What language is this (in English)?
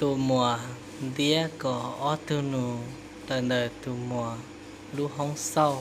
Hmong